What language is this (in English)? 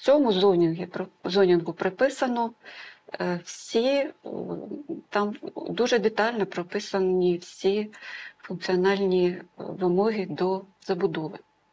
Ukrainian